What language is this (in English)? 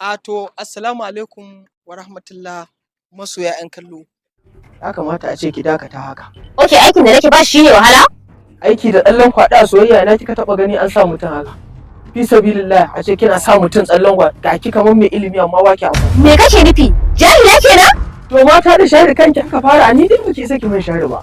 Hausa